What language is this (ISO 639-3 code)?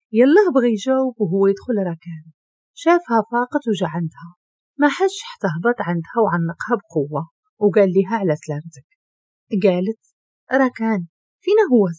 ary